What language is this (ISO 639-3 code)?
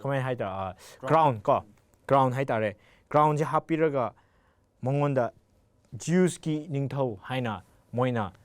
mni